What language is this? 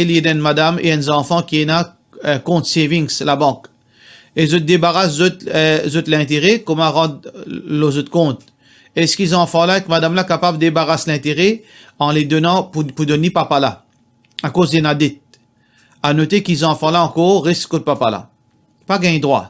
Morisyen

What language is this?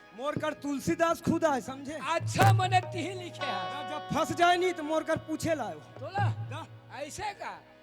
Chhattisgarhi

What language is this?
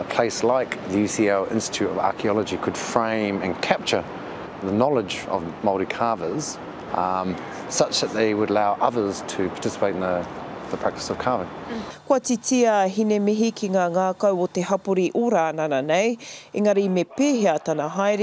Māori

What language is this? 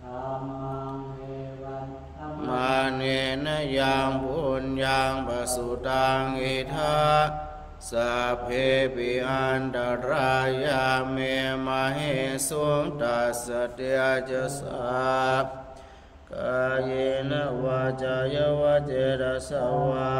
Pali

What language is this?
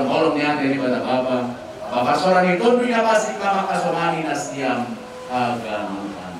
Batak Simalungun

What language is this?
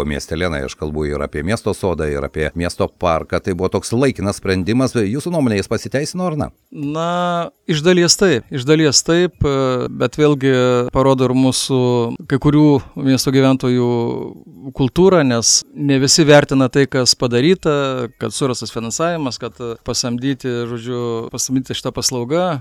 Lithuanian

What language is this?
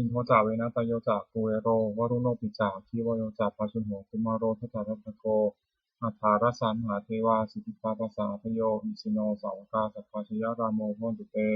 Pali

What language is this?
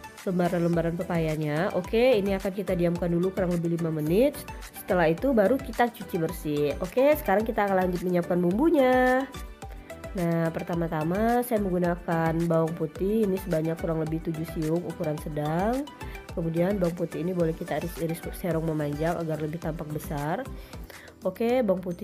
Indonesian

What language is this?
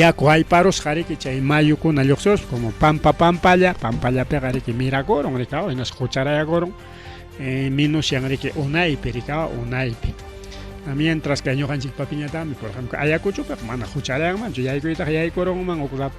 Ayacucho Quechua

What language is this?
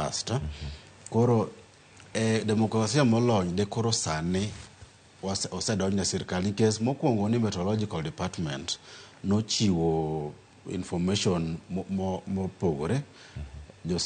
Luo (Kenya and Tanzania)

